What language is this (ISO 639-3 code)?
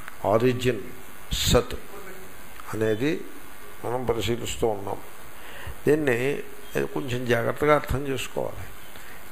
tel